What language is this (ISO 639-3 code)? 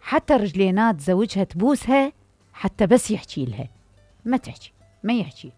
acm